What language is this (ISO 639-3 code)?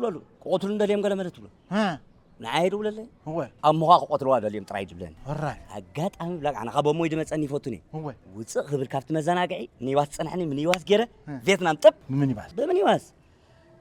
tir